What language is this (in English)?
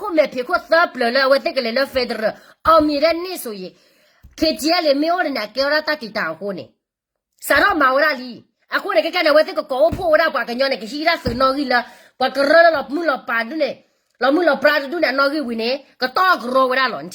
S'gaw Karen